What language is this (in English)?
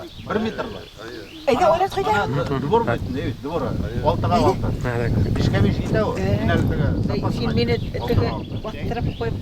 Bashkir